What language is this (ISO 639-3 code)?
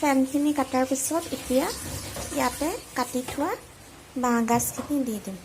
asm